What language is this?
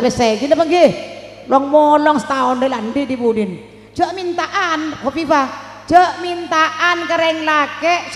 Madurese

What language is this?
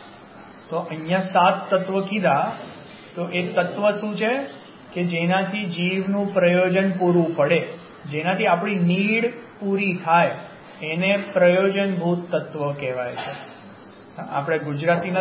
Gujarati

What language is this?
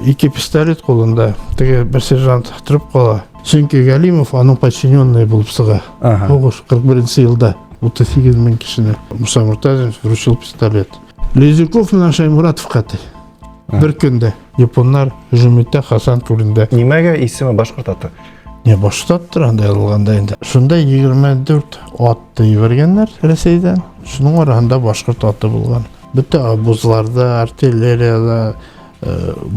Bashkir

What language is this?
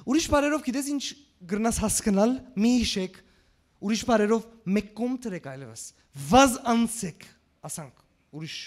Western Armenian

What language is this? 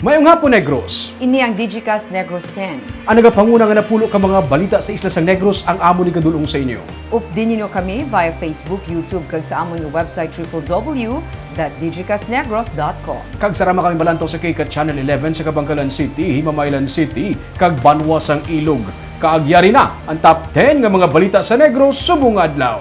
Hiligaynon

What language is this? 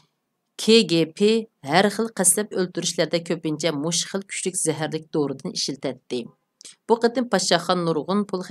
Uyghur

